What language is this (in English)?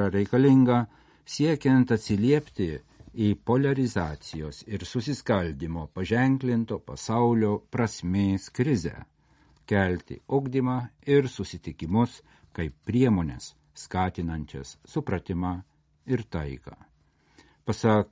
Lithuanian